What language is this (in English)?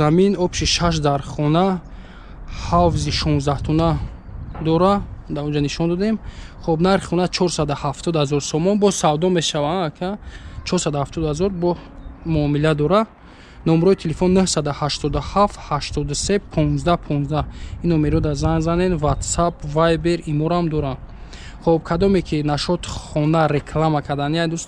Tajik